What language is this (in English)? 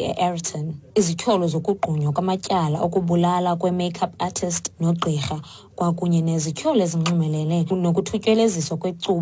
Xhosa